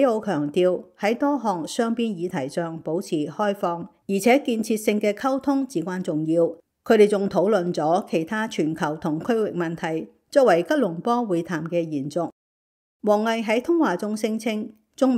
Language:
Cantonese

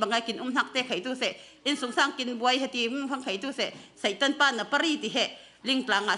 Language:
Falam Chin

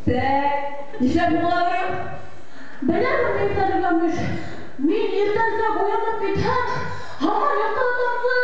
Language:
Bashkir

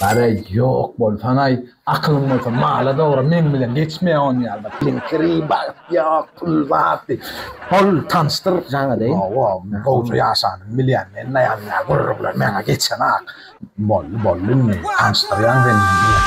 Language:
Turkmen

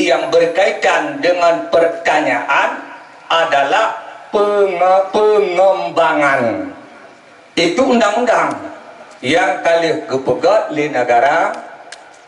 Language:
Achinese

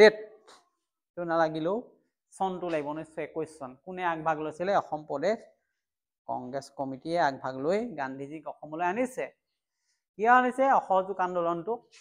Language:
Assamese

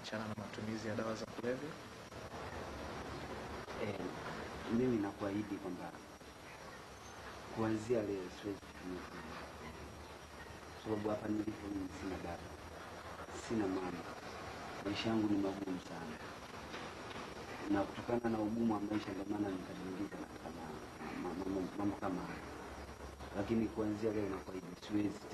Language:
Swahili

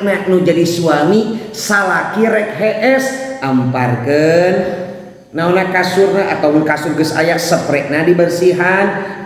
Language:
Sundanese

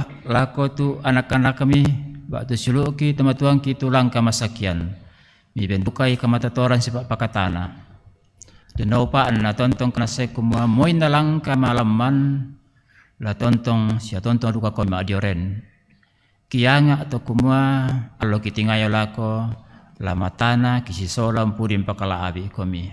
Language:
Toraja-Sa'dan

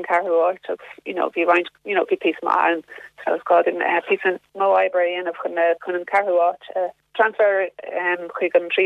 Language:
Irish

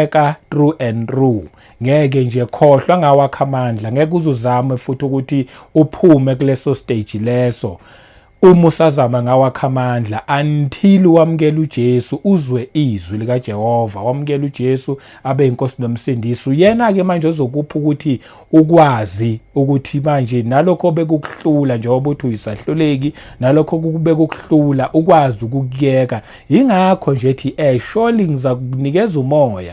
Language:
Zulu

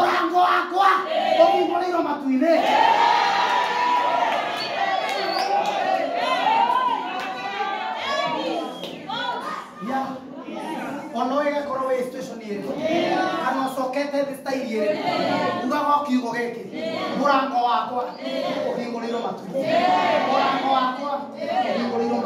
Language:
Kikuyu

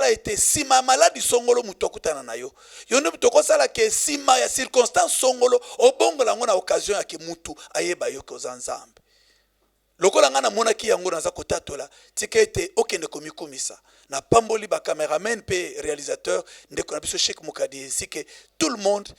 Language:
Lingala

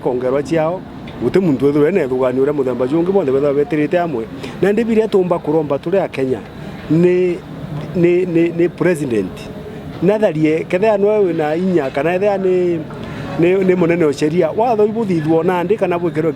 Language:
Meru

